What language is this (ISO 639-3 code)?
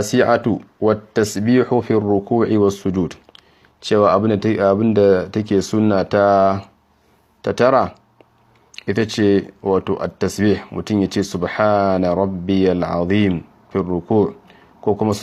hau